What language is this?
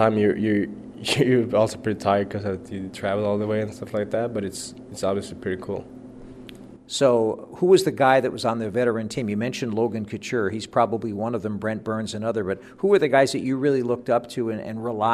English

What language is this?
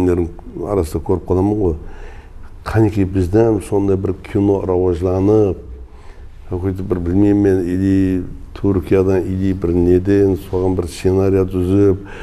Kara-Kalpak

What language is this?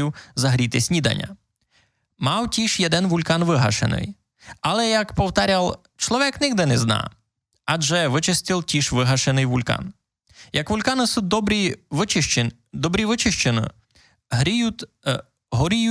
Rusyn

